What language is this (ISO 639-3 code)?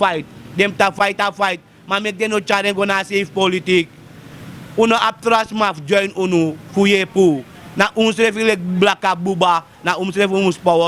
srn